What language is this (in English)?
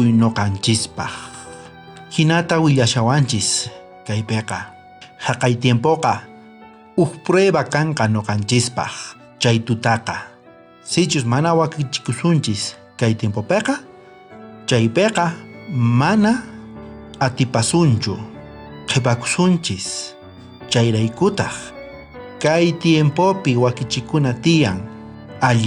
South Bolivian Quechua